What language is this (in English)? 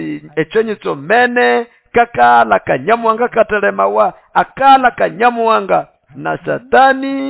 Nande